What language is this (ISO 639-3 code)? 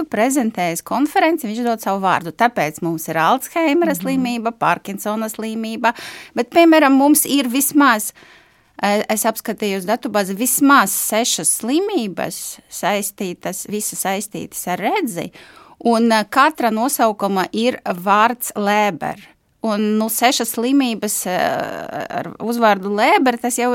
lav